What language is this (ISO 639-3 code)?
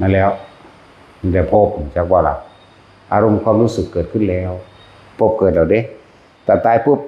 tts